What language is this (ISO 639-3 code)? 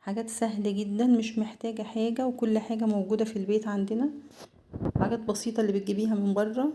arz